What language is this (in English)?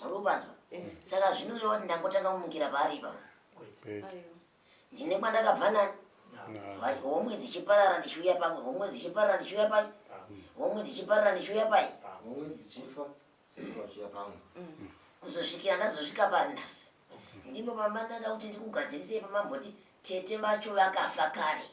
Shona